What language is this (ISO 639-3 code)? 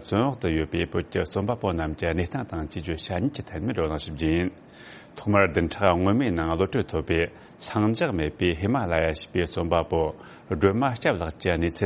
bod